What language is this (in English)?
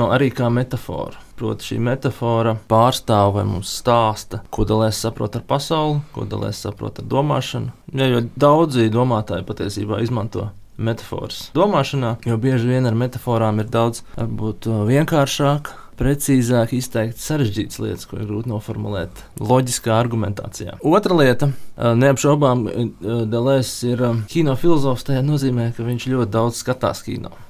Latvian